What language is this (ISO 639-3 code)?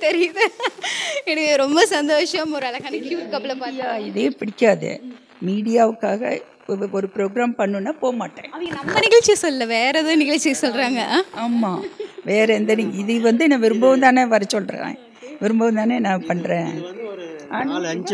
tam